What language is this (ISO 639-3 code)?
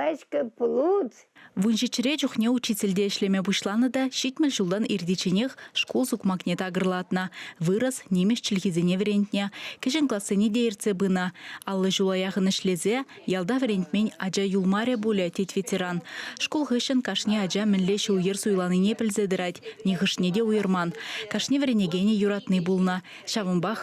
chv